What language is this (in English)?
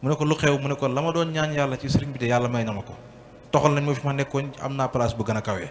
Wolof